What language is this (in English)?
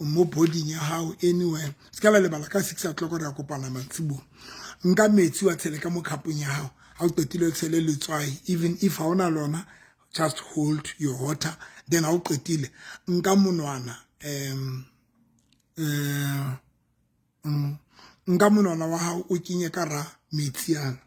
Southern Sotho